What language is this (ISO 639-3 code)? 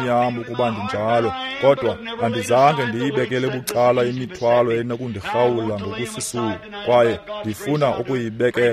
xho